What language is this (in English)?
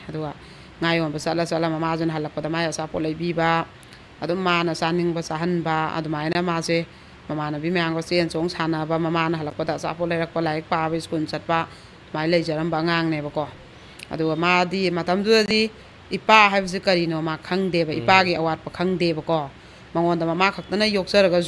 Manipuri